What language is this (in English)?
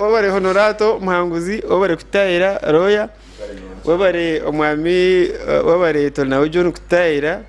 Nyankole